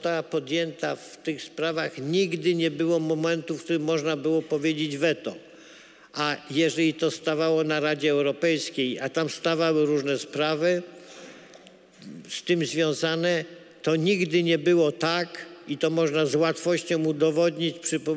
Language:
Polish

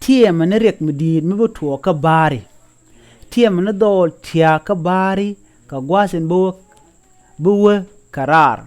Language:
Nuer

